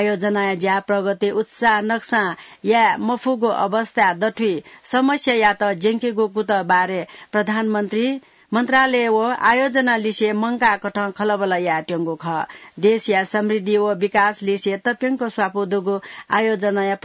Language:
Newari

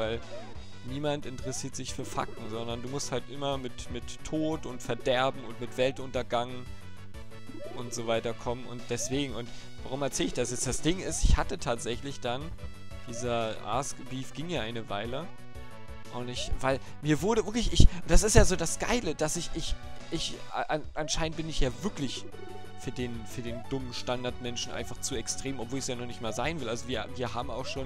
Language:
German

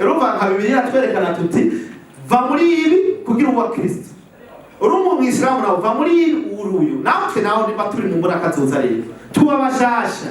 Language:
Rundi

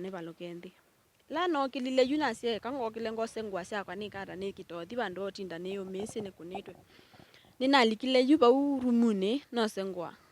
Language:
Kamba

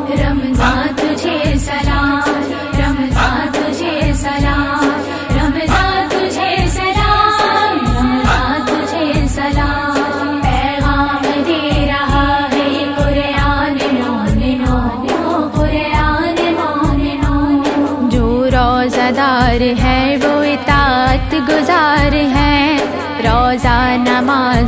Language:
Urdu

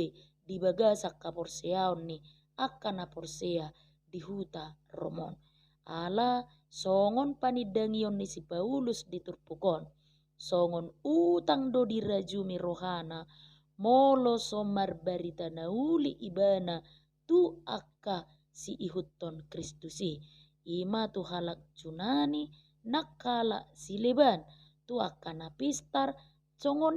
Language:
Batak Toba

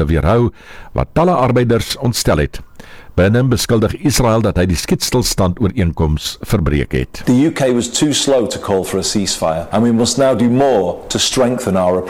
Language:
Afrikaans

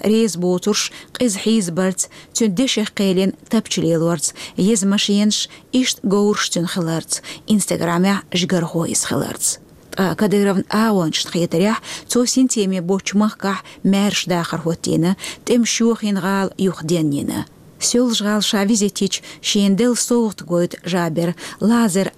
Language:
Chechen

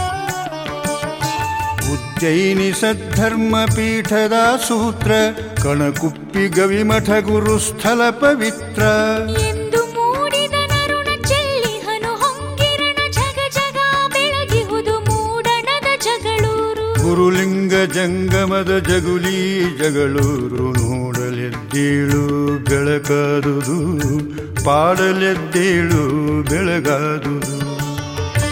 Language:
Kannada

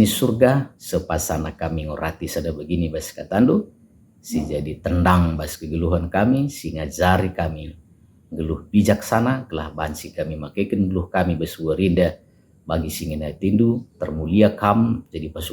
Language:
Batak Karo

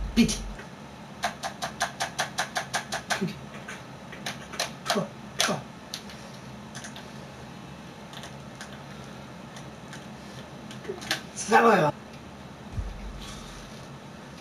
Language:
Swedish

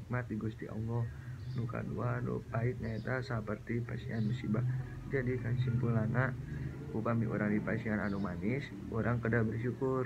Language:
Sundanese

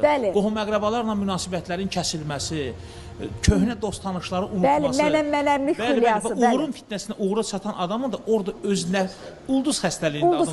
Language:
Azerbaijani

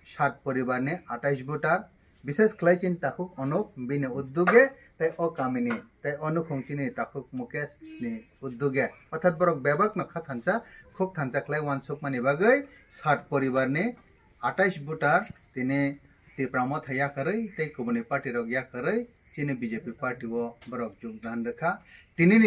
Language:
Kok Borok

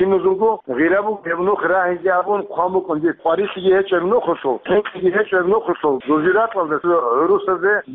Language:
Avaric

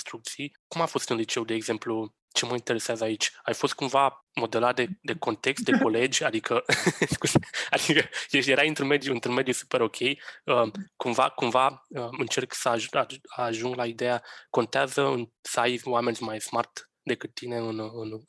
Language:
Romanian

